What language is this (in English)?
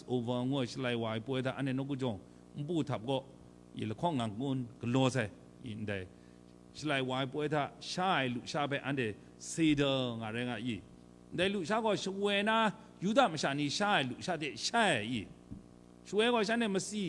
Kachin